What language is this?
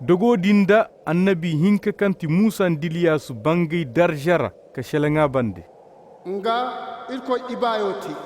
Zarma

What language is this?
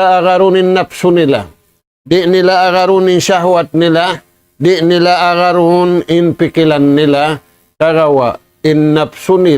Tausug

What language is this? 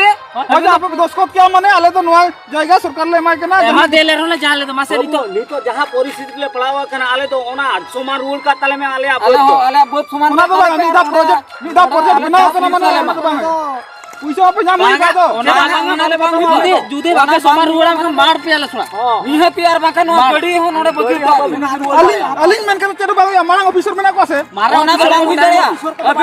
Santali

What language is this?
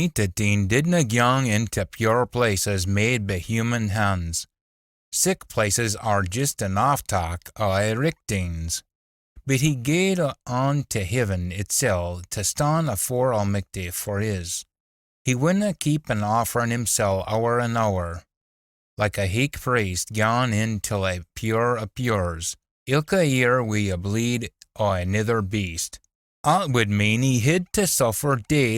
Scots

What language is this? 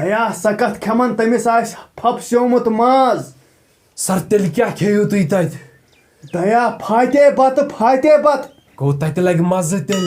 Kashmiri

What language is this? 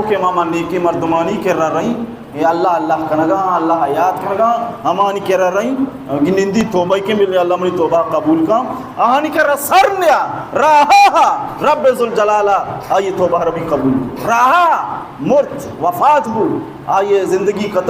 Baluchi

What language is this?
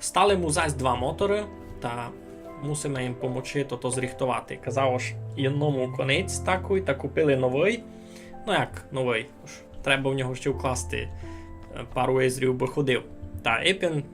Rusyn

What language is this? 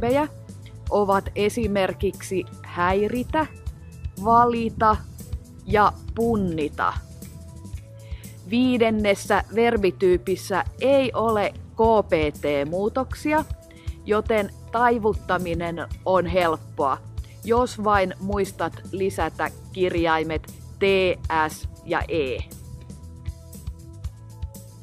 Finnish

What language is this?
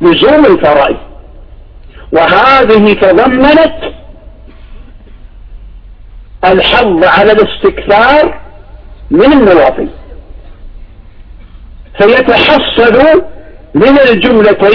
Arabic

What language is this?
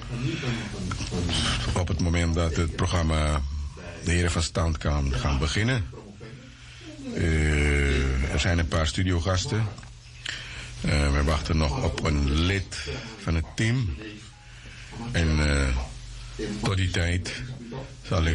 Dutch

